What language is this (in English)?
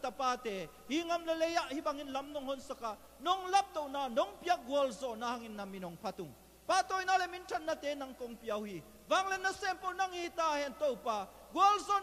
Tedim Chin